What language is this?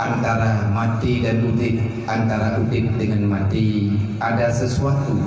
Achinese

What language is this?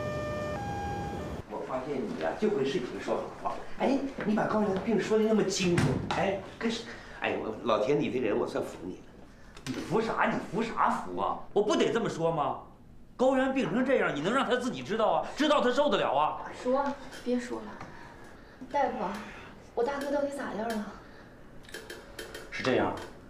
Chinese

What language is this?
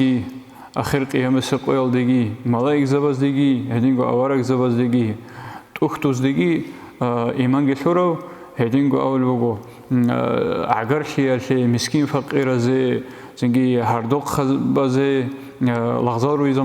Avaric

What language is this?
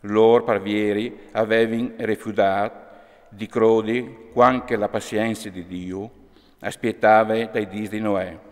Friulian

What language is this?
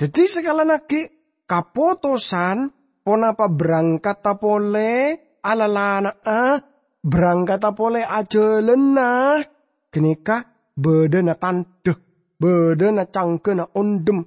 Madurese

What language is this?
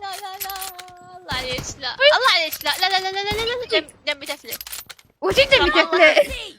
Mesopotamian Arabic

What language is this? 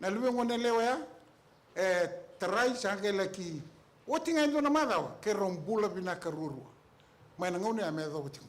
Fijian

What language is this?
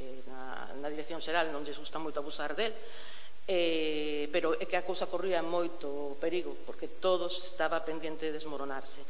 Galician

